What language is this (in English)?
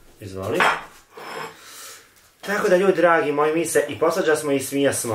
Croatian